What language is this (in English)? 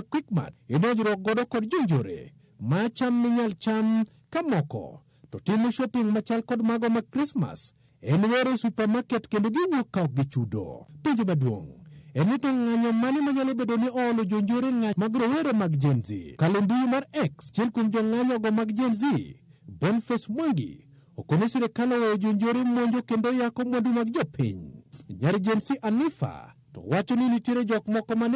Luo (Kenya and Tanzania)